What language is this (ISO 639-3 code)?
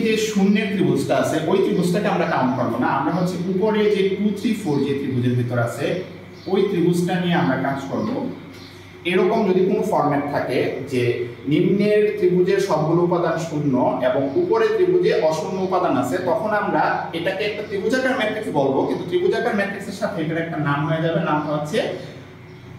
ben